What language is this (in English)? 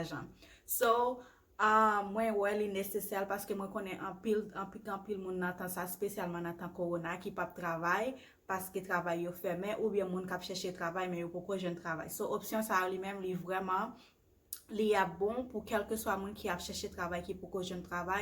Haitian Creole